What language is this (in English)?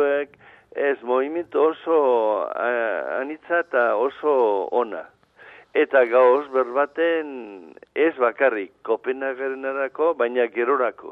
Basque